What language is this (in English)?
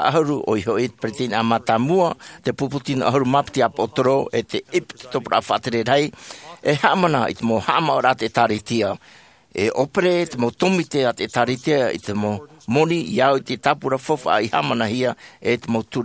Tahitian